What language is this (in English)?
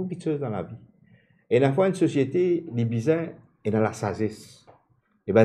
Morisyen